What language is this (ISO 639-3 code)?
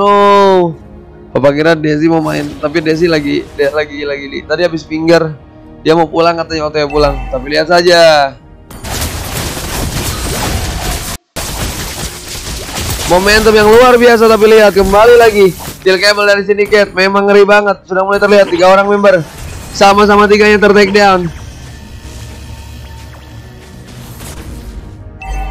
ind